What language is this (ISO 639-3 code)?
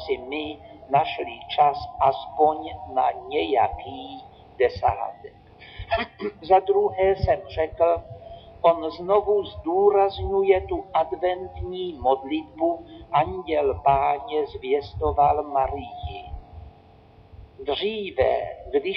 ces